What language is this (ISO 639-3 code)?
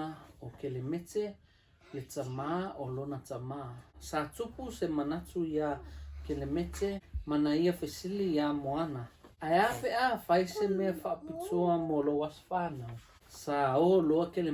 smo